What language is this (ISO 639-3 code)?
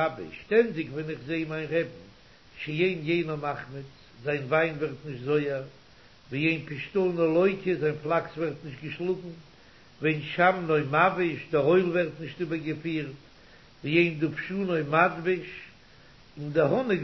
yid